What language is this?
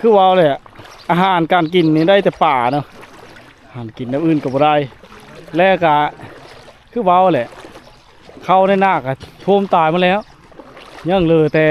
Lao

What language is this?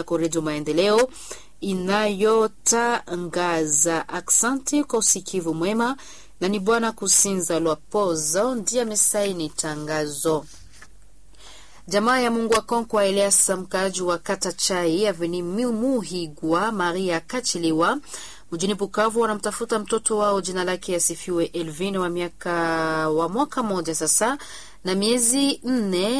Swahili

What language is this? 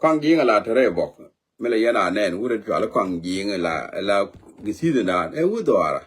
Nuer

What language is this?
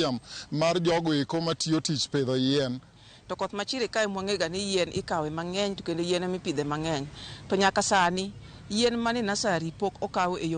Luo (Kenya and Tanzania)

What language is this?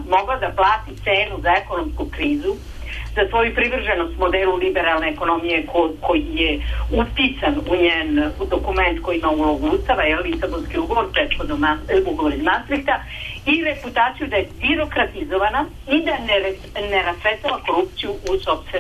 Serbian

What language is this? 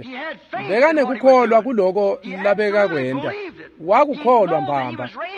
Swati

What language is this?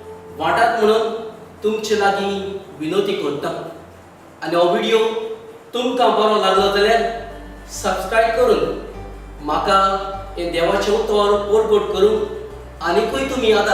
Konkani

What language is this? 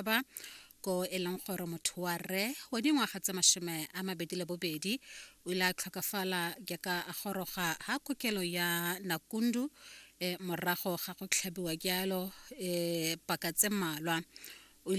Tswana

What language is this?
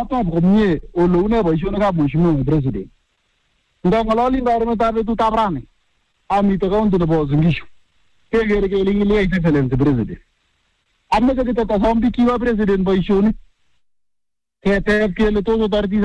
Swahili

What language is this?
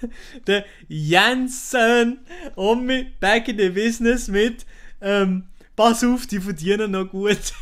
Swiss German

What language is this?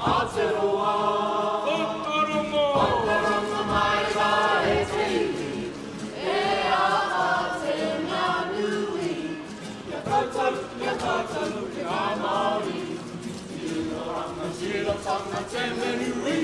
Māori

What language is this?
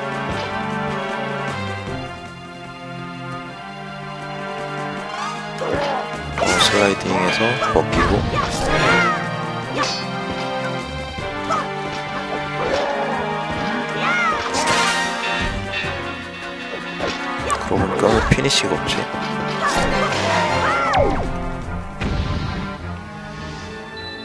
Korean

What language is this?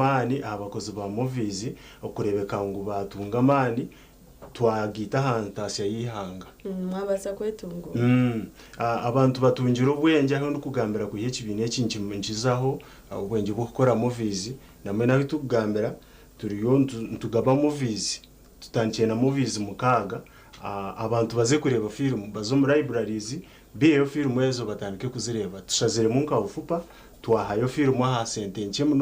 Nyankole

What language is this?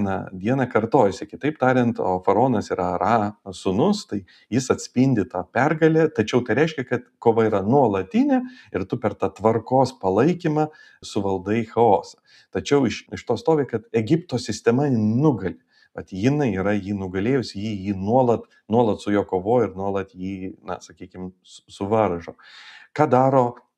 Lithuanian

